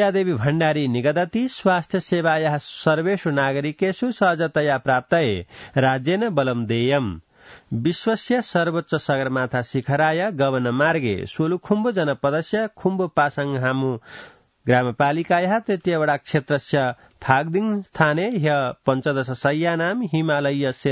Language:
Sanskrit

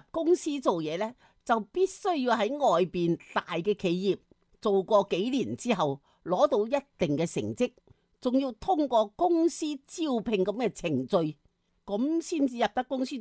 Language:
Cantonese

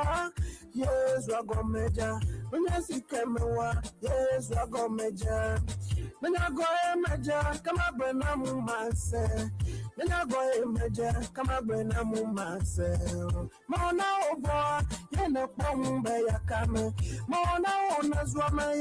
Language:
Ewe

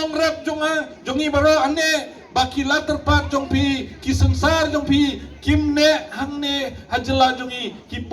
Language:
Khasi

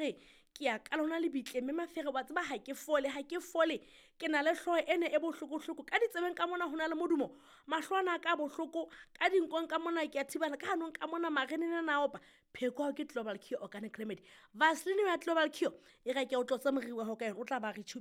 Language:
Southern Sotho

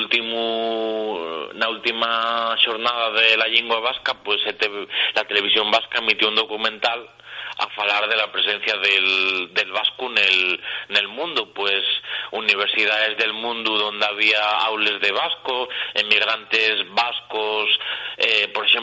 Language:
Asturian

